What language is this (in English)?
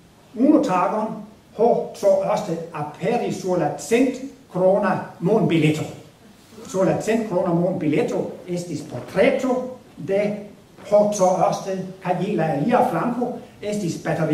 Esperanto